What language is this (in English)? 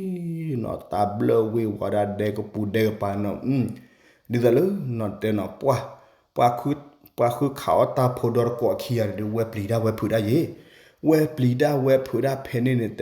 S'gaw Karen